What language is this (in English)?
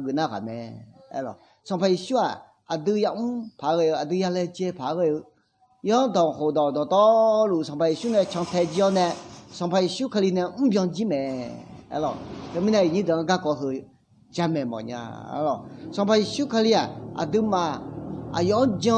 Akha